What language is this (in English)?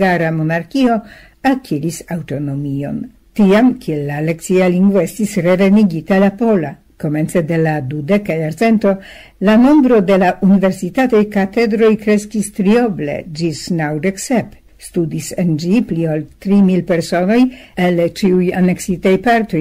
Esperanto